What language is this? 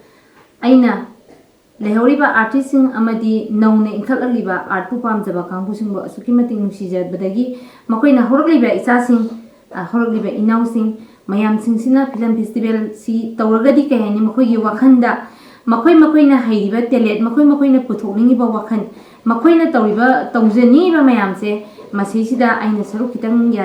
Manipuri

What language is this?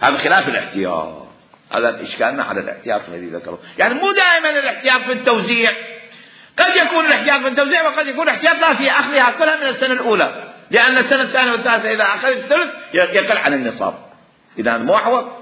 Mesopotamian Arabic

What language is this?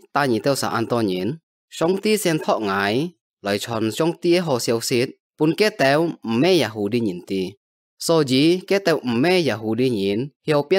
Hakka Chinese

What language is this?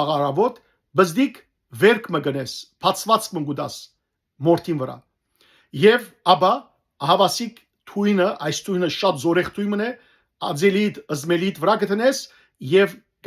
Western Armenian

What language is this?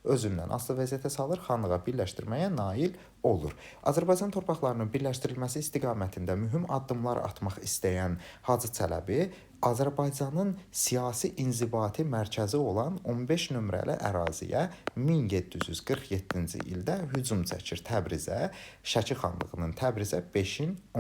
Azerbaijani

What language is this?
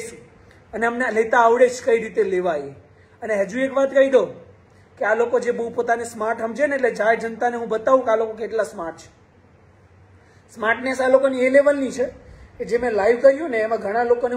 Gujarati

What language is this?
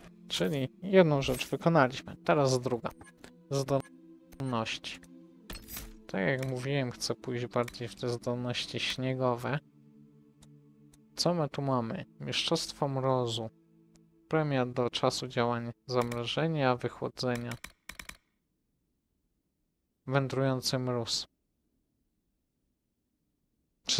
Polish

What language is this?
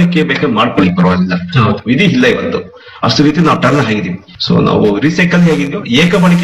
Kannada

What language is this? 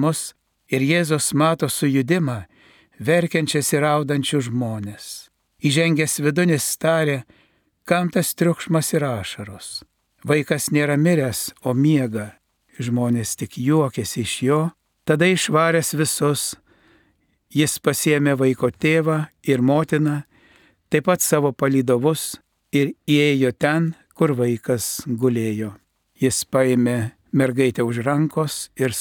Lithuanian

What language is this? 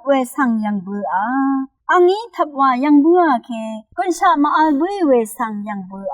Rawang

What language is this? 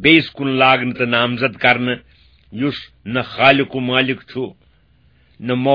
Kashmiri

